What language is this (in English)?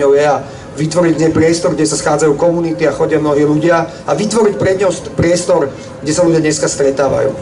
Slovak